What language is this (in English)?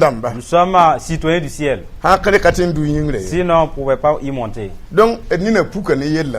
Mossi